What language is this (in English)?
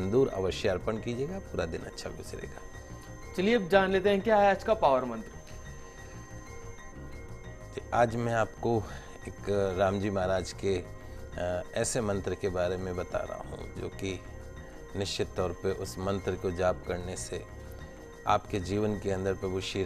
Hindi